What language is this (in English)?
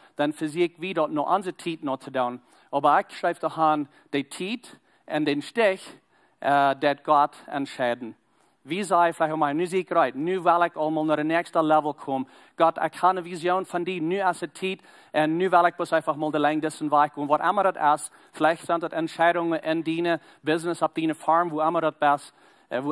Plautdietsch